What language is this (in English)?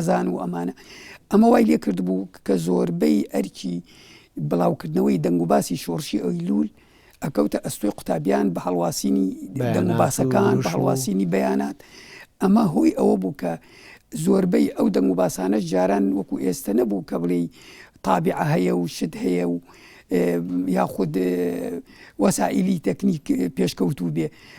Central Kurdish